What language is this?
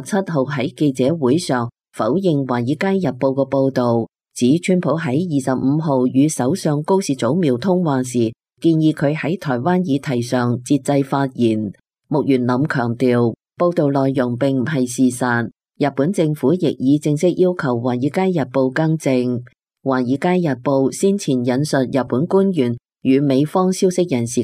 Cantonese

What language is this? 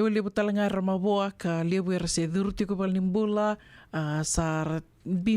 Fijian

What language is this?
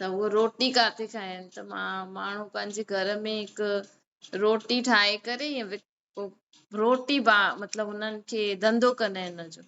Sindhi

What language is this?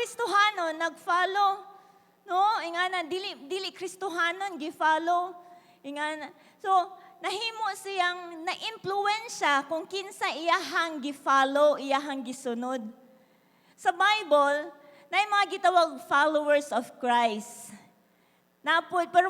Cebuano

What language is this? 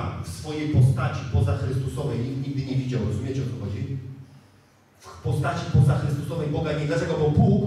Polish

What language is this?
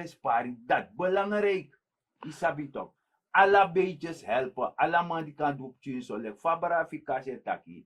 Sranan Tongo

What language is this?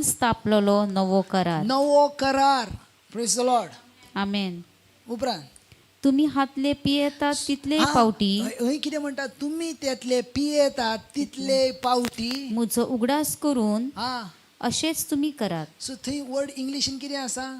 Konkani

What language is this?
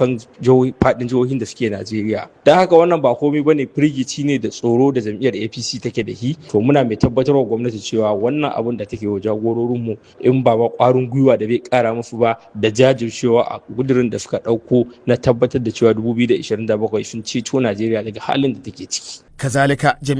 Hausa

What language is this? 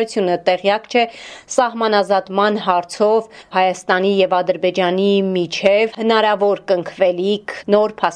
Armenian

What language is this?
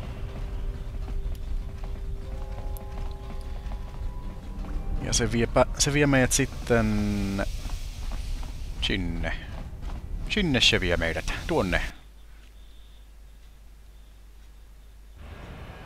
Finnish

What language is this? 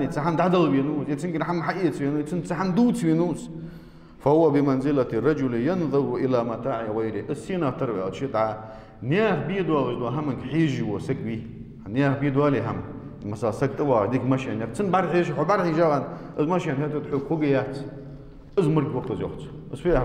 Ingush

